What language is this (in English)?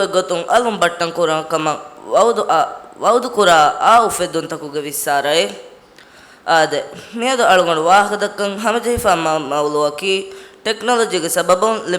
Divehi